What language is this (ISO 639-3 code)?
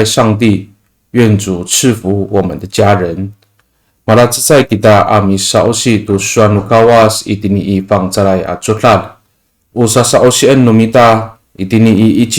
ami